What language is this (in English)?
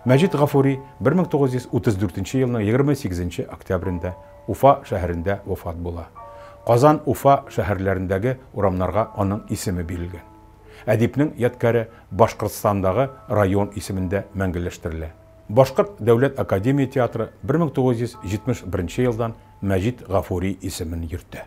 Tatar